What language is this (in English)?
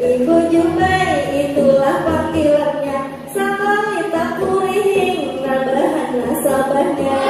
Banjar